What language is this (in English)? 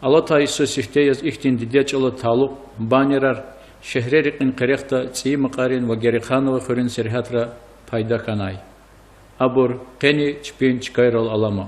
Lezghian